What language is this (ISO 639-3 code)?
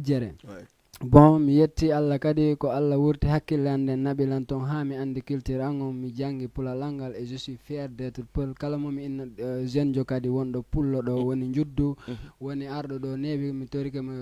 ful